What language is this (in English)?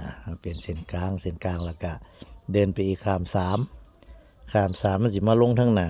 Northeastern Thai